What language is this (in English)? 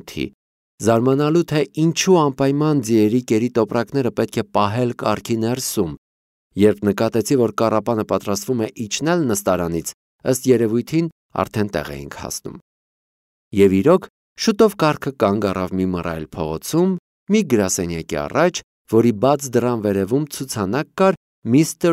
Armenian